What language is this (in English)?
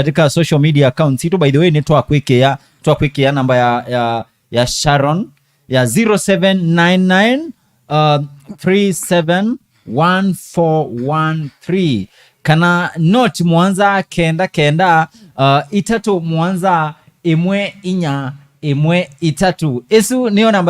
Kamba